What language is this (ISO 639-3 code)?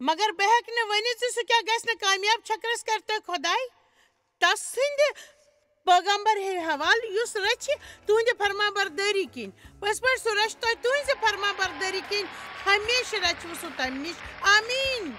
kas